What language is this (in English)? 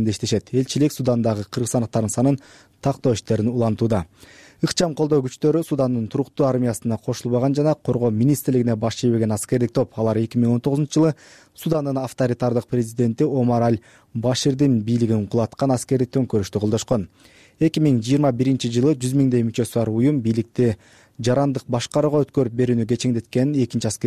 Kyrgyz